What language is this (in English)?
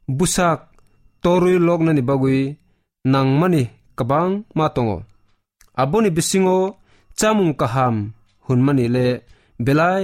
Kok Borok